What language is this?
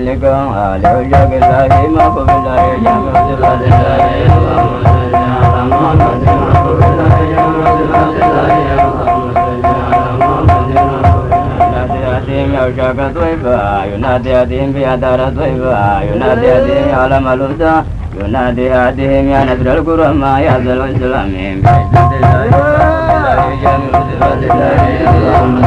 Arabic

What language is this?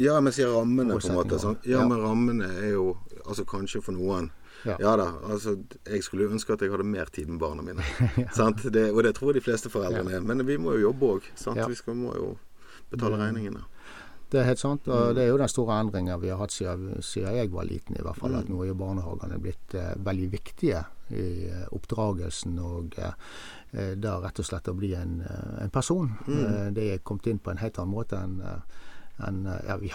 Norwegian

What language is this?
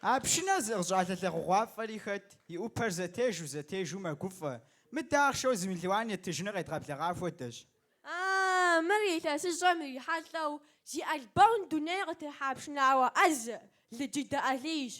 Kabardian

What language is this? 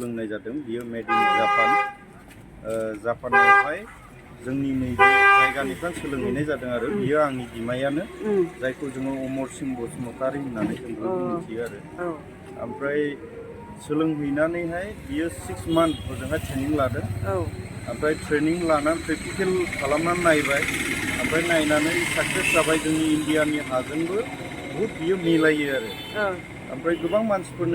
Bodo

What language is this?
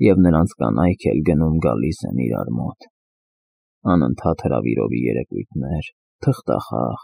Armenian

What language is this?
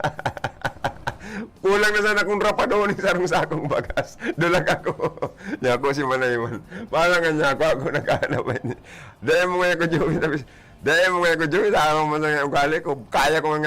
Bikol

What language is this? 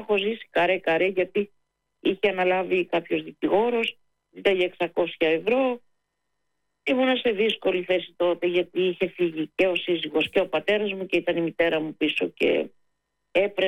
Greek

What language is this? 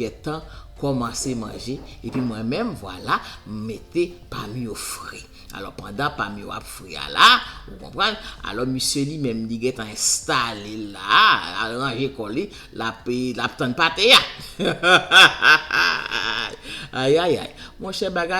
Haitian Creole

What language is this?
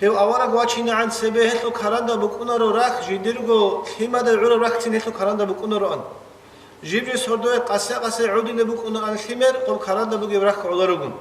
Avaric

